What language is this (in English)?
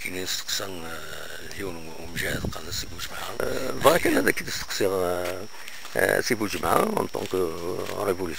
Kabyle